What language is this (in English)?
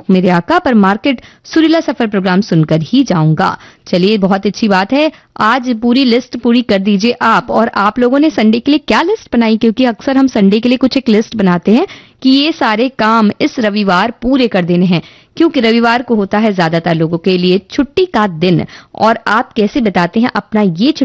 Hindi